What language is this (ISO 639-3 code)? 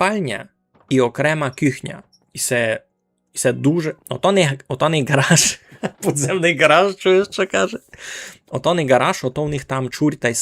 rue